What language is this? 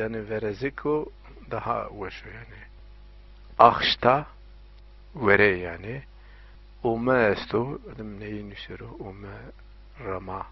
Zaza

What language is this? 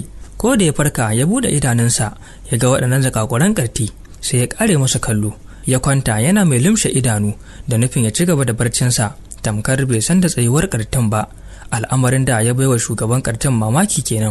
Hausa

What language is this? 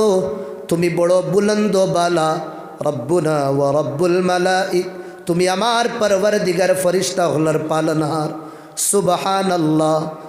Sylheti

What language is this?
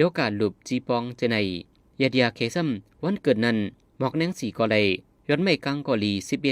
Shan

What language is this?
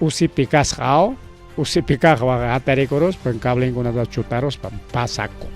Ayacucho Quechua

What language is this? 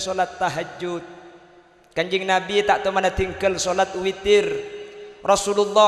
Madurese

